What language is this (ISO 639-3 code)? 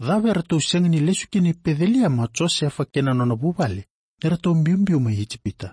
fij